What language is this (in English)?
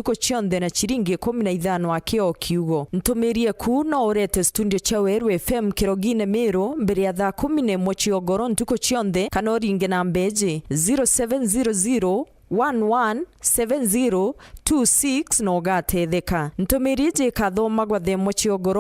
Meru